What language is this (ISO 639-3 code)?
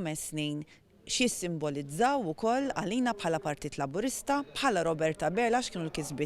mlt